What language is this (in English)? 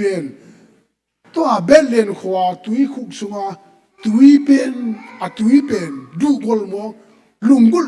Tedim Chin